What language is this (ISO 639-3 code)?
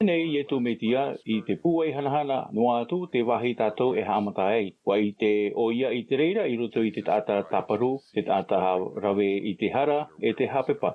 tah